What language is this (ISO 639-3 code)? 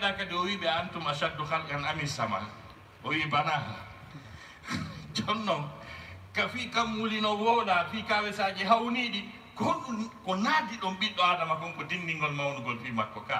ful